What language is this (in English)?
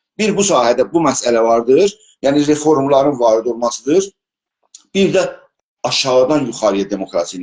South Azerbaijani